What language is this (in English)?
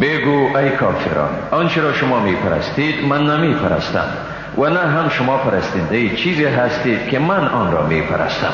Persian